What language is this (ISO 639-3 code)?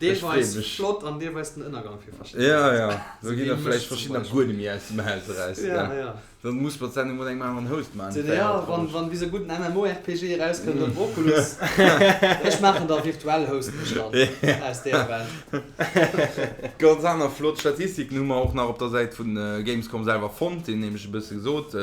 ltz